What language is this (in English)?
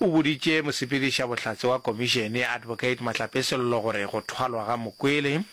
Northern Sotho